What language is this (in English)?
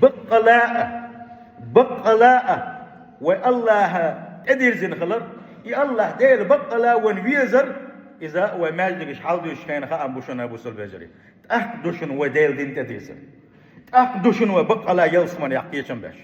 Chechen